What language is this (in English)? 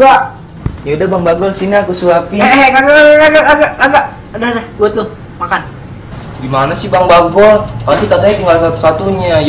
Betawi